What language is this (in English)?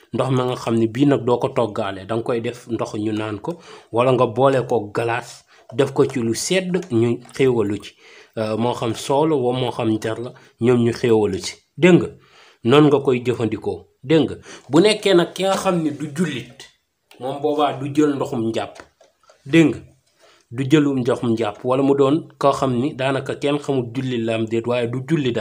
Wolof